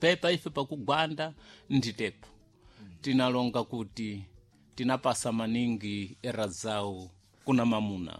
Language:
Sena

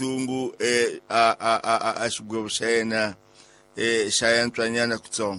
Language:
Tsonga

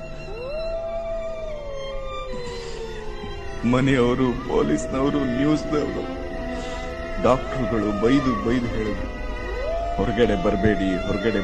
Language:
Kannada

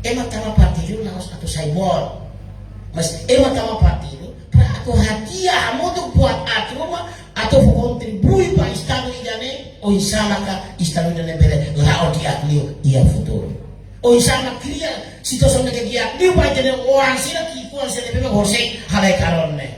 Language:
Tetum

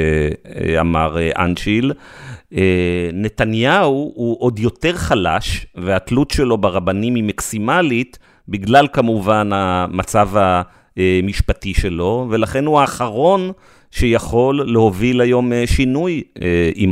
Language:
Hebrew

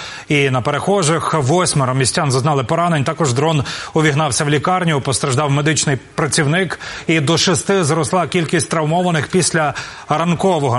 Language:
Ukrainian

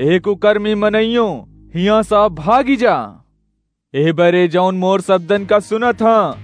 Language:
Awadhi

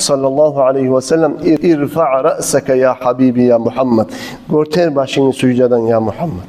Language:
Kumyk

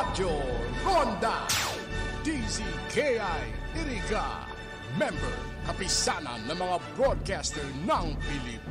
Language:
Bikol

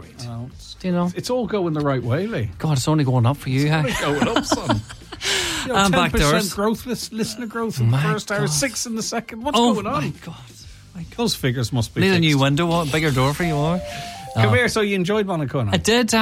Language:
English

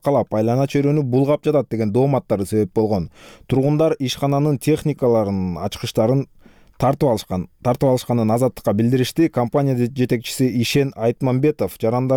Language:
Kyrgyz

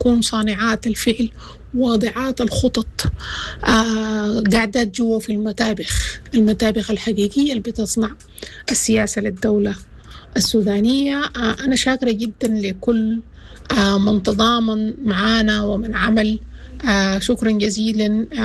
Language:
Sudanese Arabic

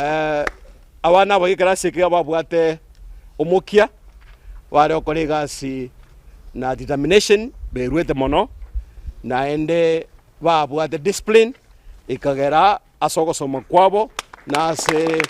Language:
Gusii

